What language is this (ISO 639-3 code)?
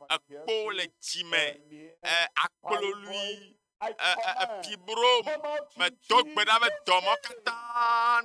ewe